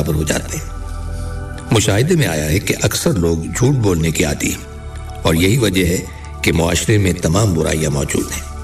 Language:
Urdu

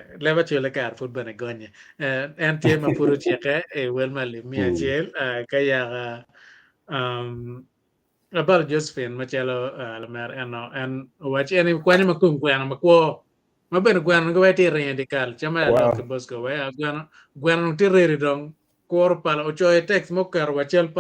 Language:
Acoli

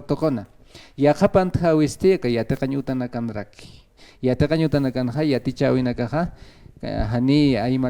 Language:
Aymara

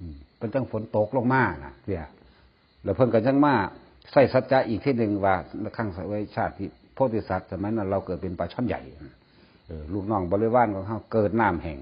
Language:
Northeastern Thai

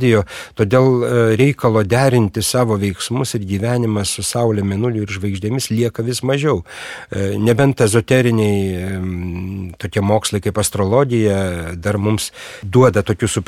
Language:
Lithuanian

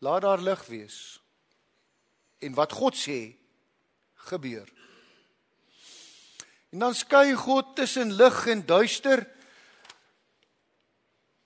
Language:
Afrikaans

